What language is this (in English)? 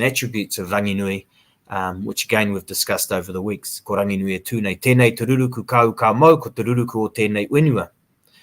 Māori